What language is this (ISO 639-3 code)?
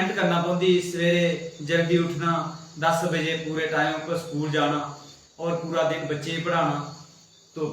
doi